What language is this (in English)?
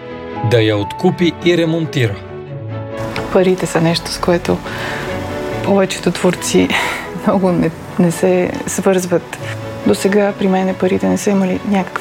Bulgarian